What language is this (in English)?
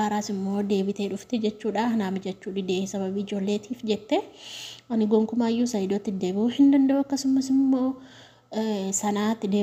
Oromo